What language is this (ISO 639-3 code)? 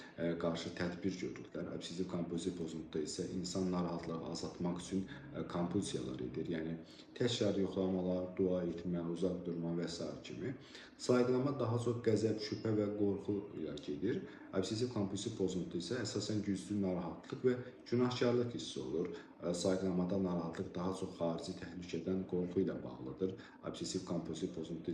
aze